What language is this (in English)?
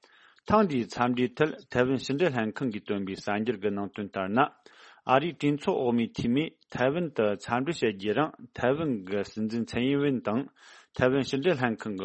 Tibetan